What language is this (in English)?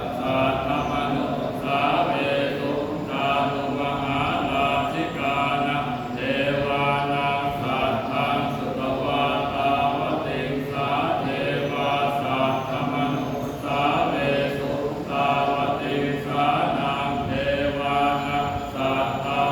Pali